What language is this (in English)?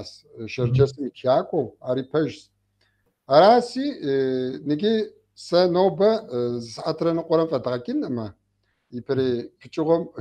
Kabardian